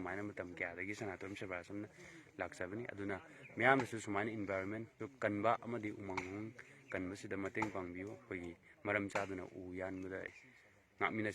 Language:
Manipuri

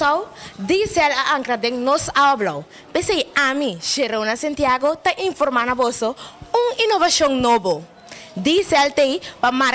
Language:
Papiamento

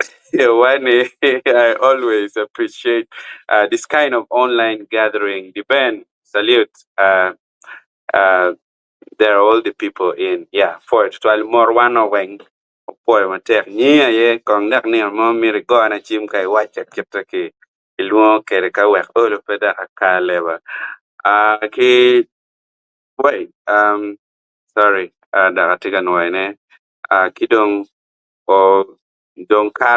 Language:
Acoli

